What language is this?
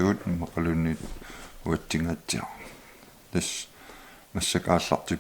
Kalaallisut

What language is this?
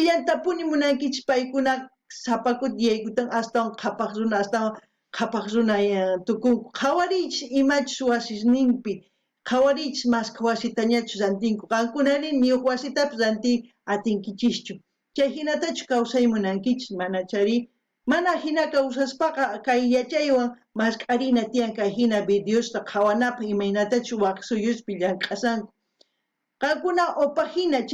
South Bolivian Quechua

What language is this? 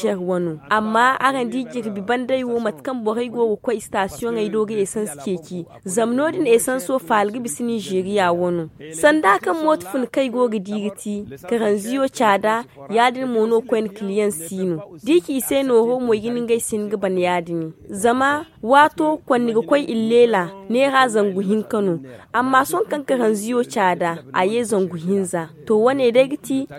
Zarma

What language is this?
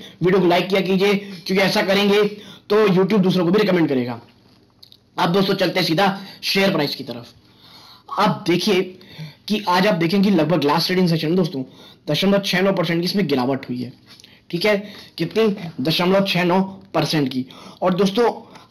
Hindi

